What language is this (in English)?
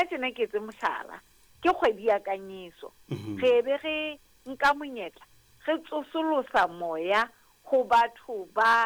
Southern Sotho